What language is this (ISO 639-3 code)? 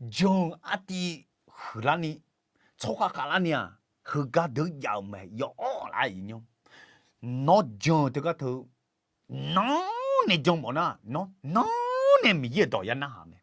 ahk